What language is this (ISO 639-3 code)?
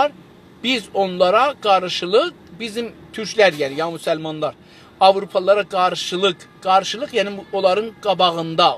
azb